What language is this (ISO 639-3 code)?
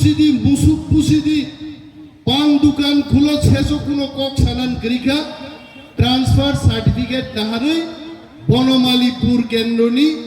trp